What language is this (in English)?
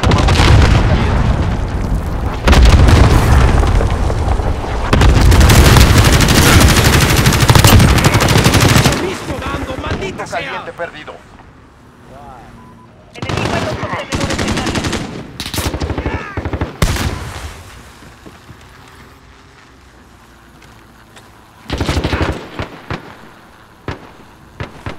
Spanish